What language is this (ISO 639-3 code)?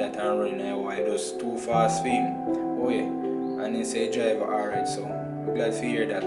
jam